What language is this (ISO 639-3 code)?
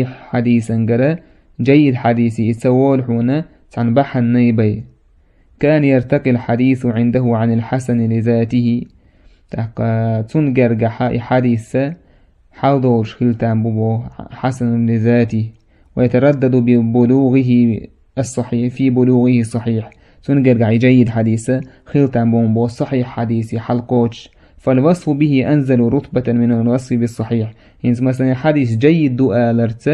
che